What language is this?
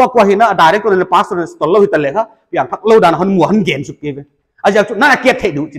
Paite Chin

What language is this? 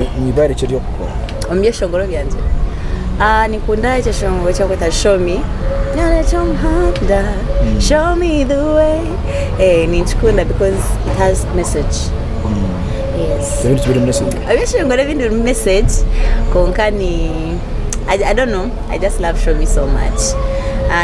Nyankole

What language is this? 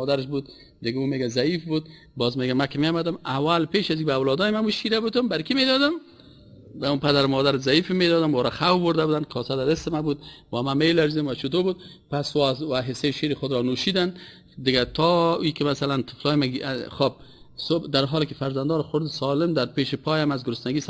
Persian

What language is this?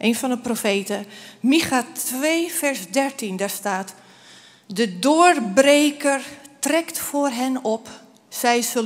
Dutch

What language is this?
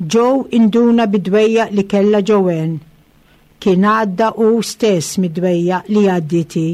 Maltese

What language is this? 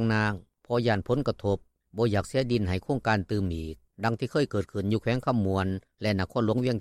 Lao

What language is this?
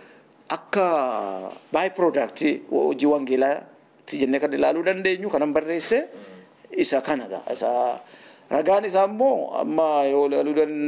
Oromo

